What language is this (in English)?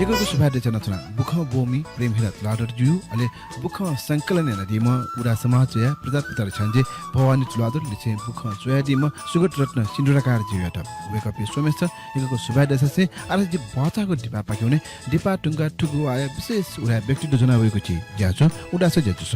Newari